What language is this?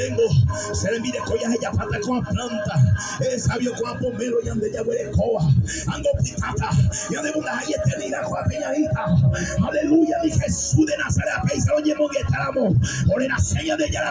Guarani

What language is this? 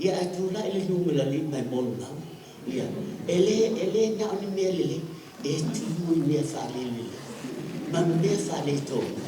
Samoan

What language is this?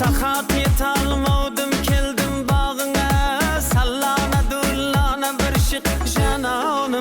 Kara-Kalpak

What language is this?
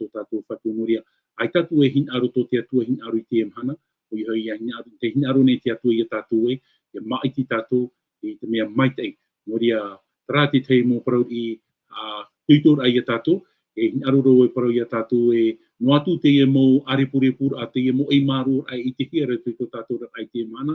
Tahitian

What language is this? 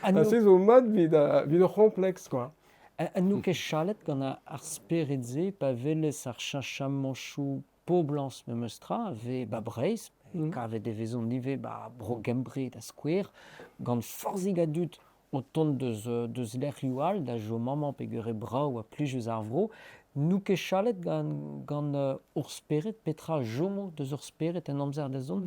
Breton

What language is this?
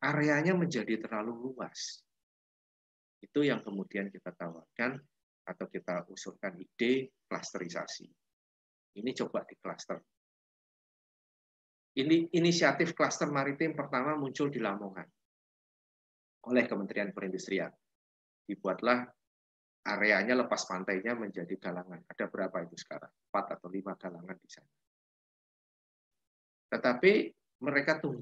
Indonesian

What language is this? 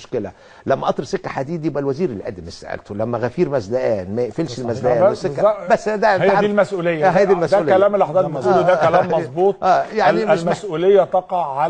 Egyptian Arabic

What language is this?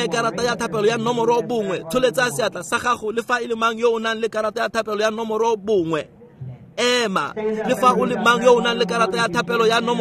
Tswana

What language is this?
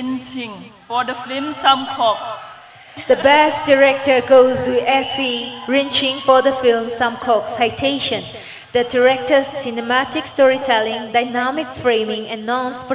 Tangkhul Naga (India)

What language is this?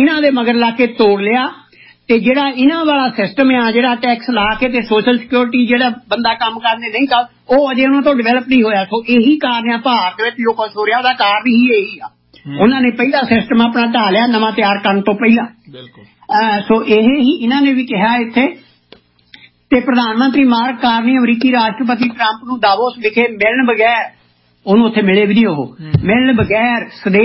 Punjabi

